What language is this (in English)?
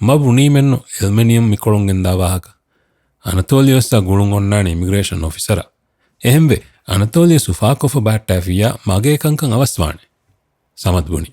Divehi